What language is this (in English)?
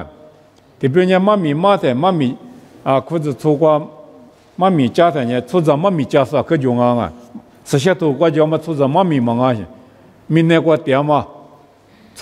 Lisu